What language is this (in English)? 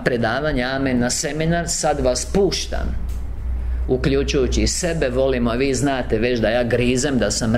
Croatian